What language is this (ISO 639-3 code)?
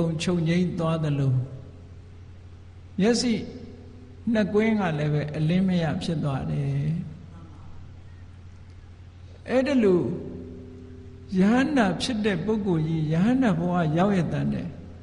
mya